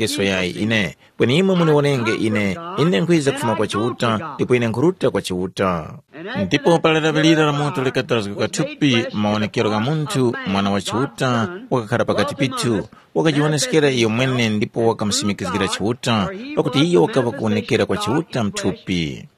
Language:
Tumbuka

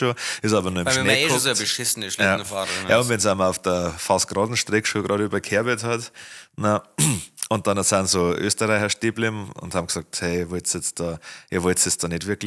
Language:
Bavarian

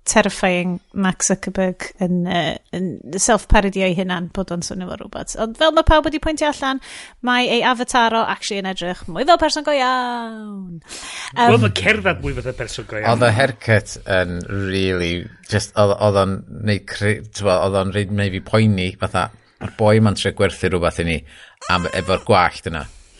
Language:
Welsh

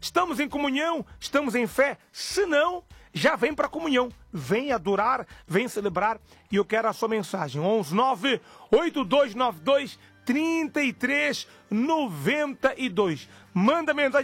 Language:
Portuguese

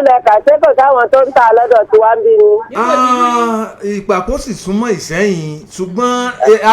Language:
Yoruba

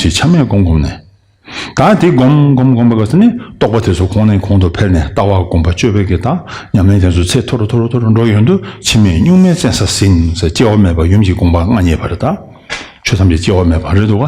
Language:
Tibetan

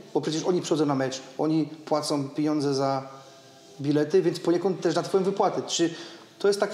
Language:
Polish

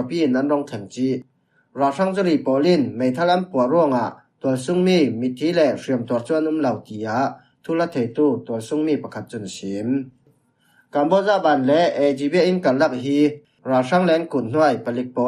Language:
Falam Chin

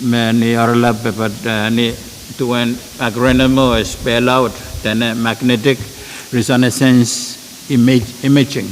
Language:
Pohnpeian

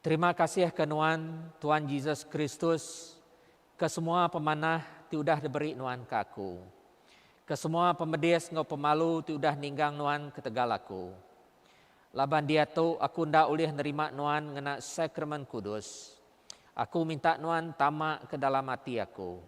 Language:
Iban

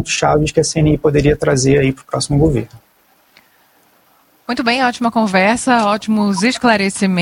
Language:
Portuguese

